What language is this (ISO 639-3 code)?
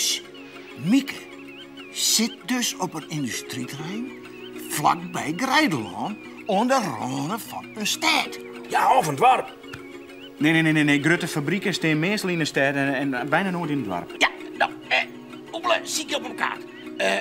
fry